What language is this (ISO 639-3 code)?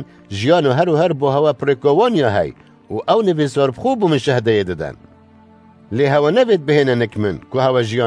kur